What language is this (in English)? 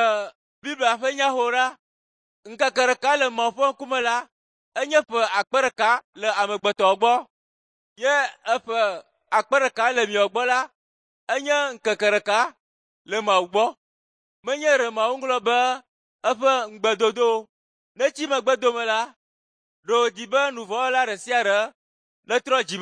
Ewe